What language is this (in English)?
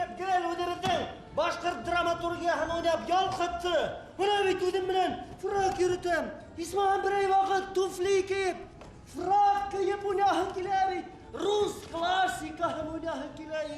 Bashkir